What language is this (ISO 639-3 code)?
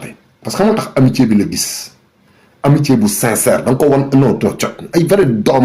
wol